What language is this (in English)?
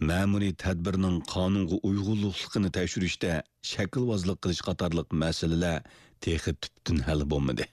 Uyghur